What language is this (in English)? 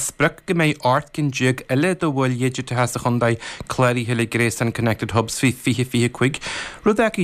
Irish